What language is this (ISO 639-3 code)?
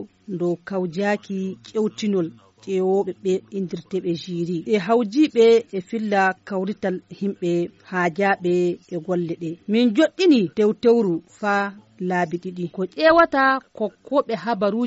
ful